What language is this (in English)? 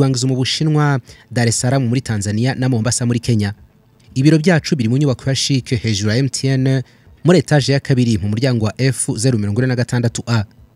Kinyarwanda